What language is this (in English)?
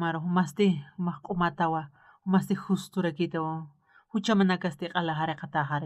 Aymara